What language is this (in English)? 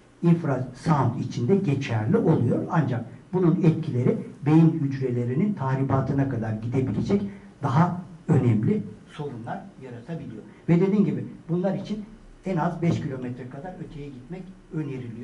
Turkish